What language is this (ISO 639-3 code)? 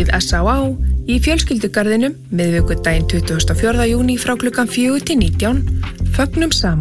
isl